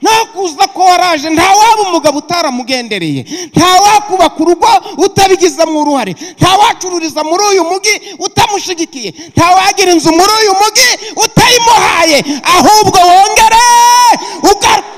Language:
Kinyarwanda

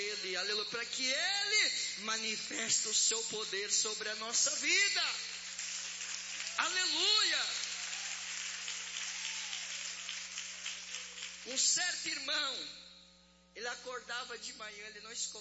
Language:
Portuguese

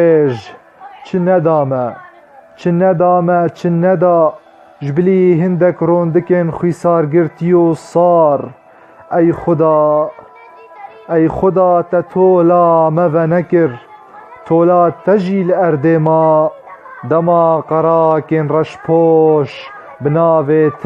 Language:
Kurdish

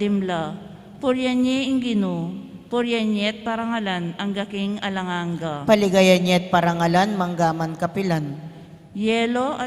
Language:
Pampanga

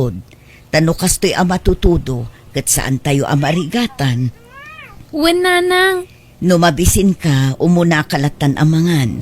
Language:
Iloko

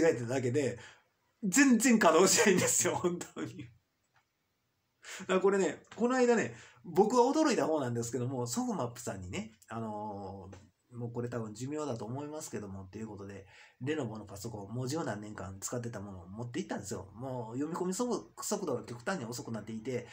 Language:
Japanese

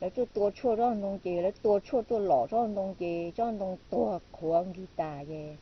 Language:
Hmong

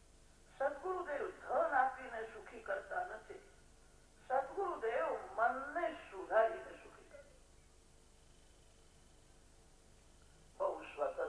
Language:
Gujarati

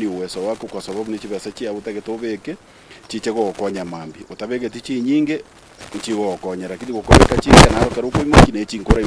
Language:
Gusii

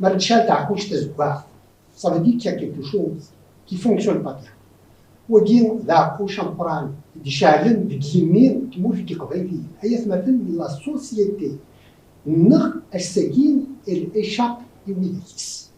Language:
Kabyle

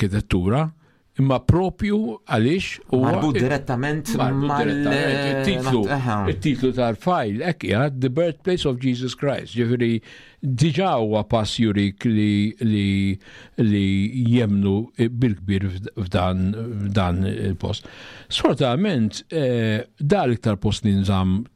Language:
Maltese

